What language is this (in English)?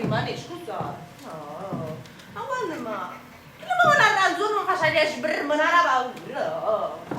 Neapolitan